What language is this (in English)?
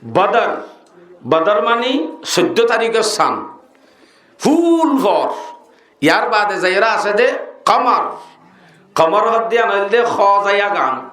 Rohingya